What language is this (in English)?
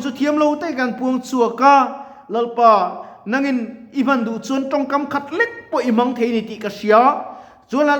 Mizo